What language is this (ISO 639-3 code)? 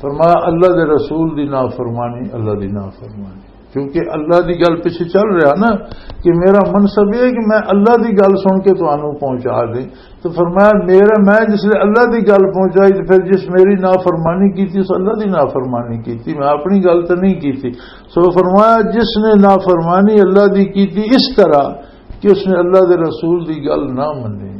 lah